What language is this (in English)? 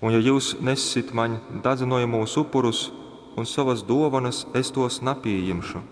Latgalian